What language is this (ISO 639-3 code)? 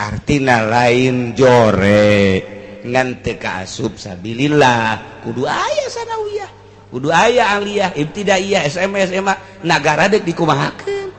sun